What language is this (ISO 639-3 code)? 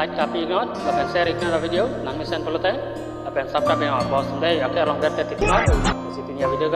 mjw